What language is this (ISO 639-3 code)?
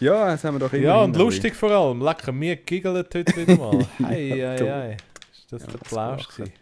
gsw